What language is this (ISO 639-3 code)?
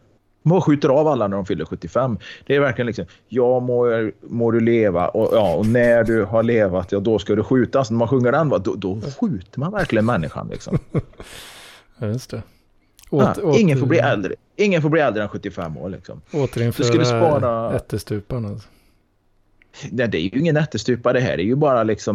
swe